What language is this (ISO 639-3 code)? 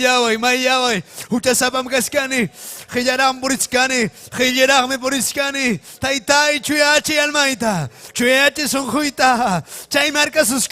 quy